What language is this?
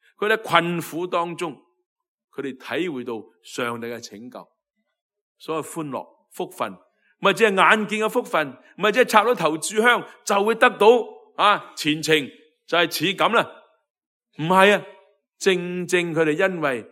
Cantonese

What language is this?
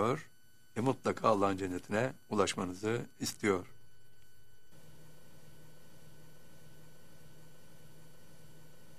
Turkish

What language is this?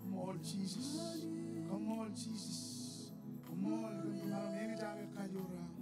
Marshallese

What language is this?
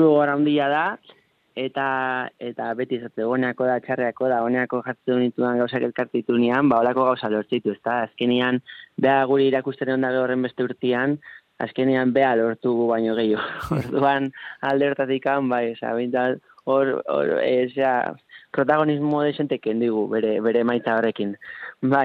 Basque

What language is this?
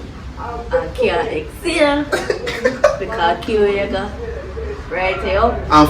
Jamaican Creole English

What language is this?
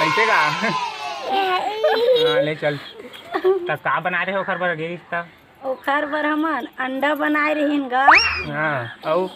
Chhattisgarhi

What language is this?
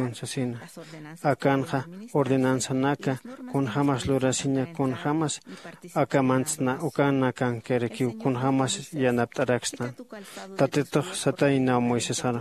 Aymara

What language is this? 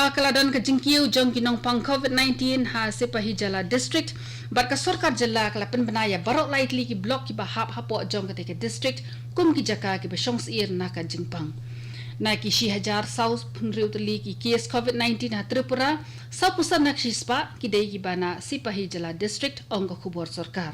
Khasi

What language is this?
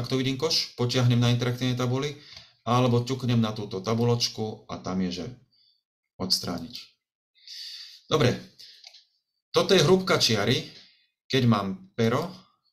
Slovak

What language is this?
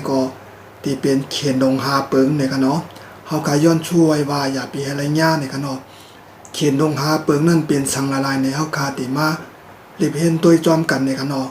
Shan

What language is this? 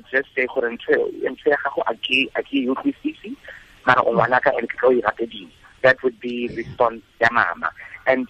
Tswana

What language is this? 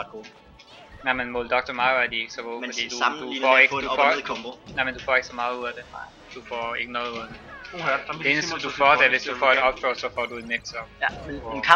Danish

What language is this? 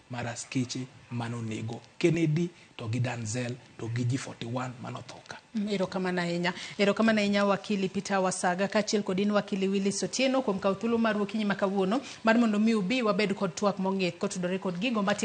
Luo (Kenya and Tanzania)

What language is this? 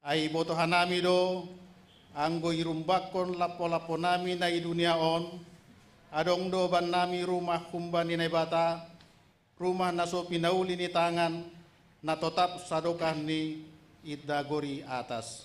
Batak Simalungun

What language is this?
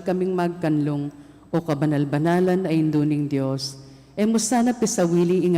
Pampanga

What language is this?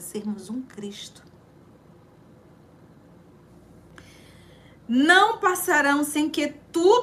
Portuguese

